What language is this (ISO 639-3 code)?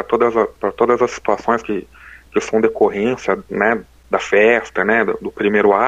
por